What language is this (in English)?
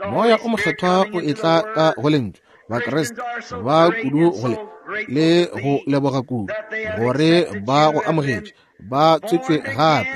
Northern Sotho